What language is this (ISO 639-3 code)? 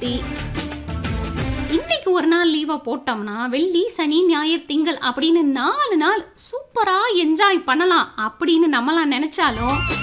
tam